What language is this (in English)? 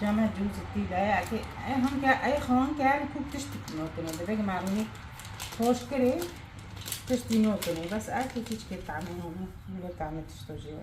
Kurdish